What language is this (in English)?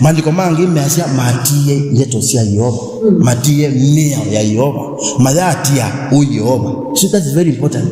Kamba